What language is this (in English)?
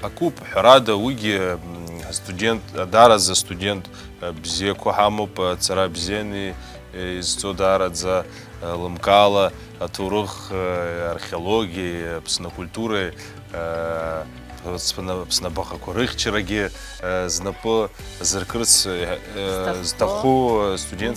Abkhazian